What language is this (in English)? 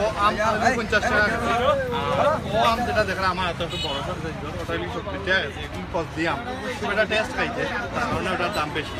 Sylheti